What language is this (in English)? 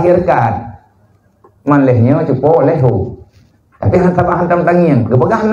Achinese